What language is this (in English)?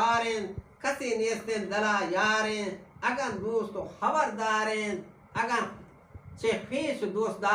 Eastern Balochi